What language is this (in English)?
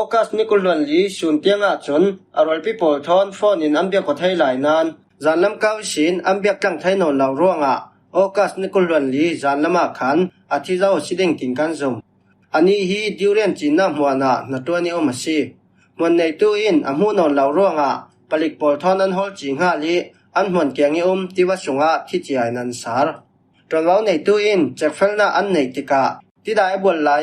Falam Chin